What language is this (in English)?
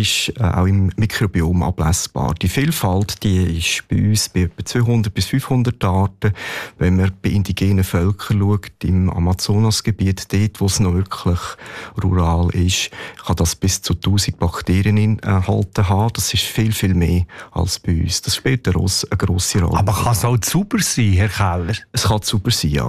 German